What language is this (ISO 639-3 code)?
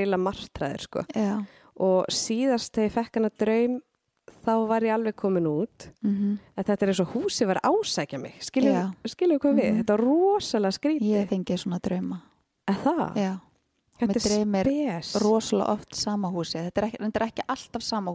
isl